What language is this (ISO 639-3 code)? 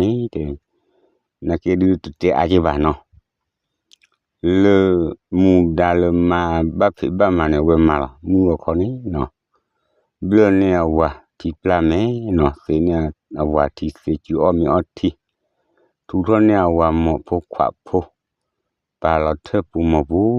ksw